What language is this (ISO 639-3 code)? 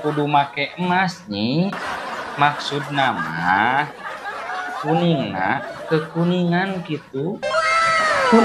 sun